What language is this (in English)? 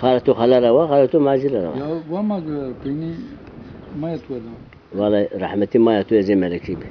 Zaza